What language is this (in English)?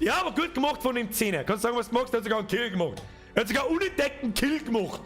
Bavarian